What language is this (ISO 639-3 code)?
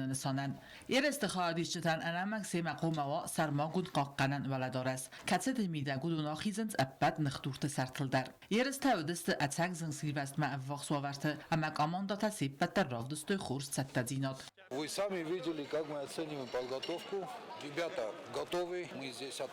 oss